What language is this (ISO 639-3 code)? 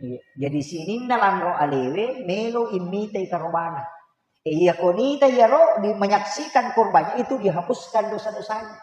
bug